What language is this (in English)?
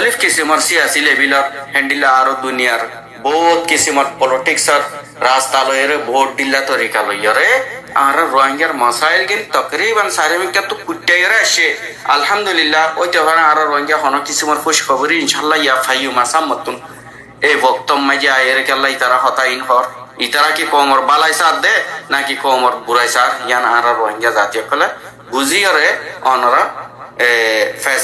Rohingya